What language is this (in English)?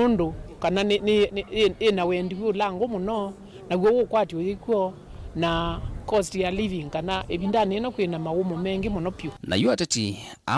Kamba